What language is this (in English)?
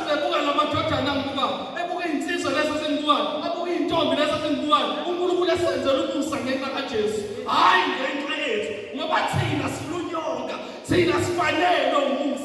Zulu